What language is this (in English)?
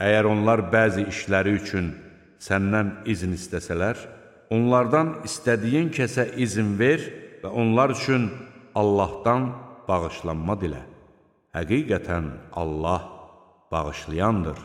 Azerbaijani